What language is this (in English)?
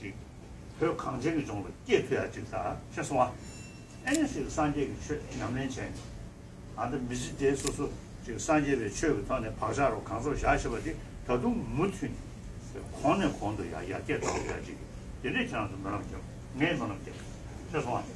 Tibetan